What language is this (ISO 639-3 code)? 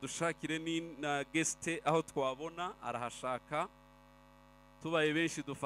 kin